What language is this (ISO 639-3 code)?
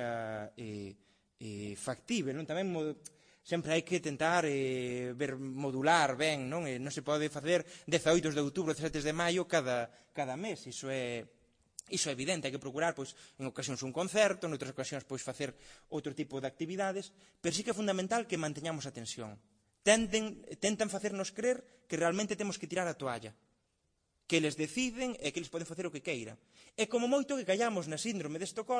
glg